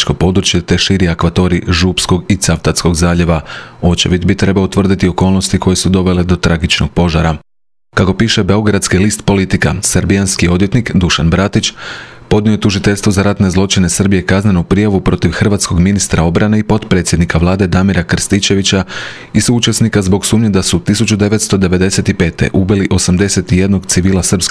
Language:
Croatian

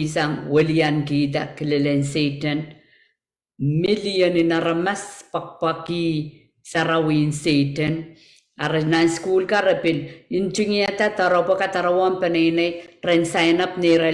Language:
Pohnpeian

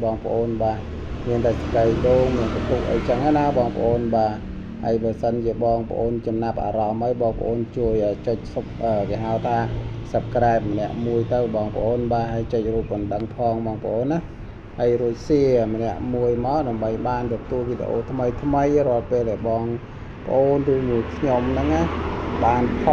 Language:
Khmer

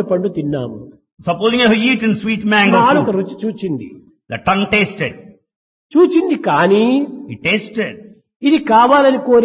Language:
Telugu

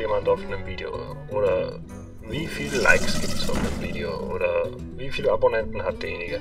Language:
German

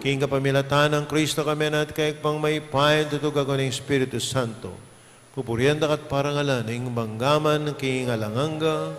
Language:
Pampanga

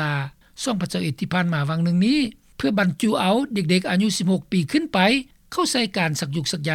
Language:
Lao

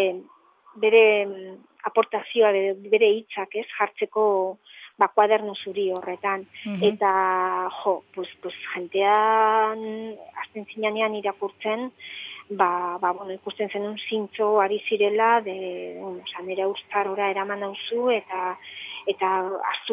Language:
Basque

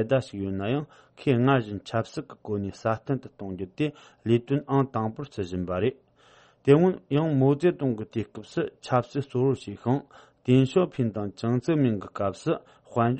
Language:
Tibetan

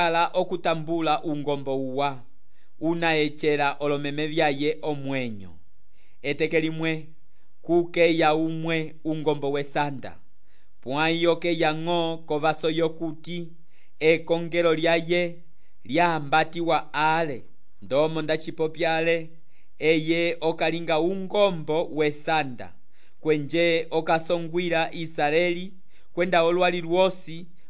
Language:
Umbundu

